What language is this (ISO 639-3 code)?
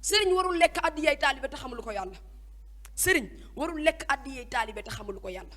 wol